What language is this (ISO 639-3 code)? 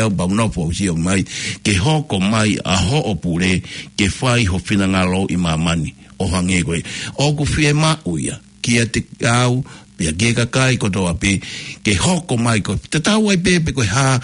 ton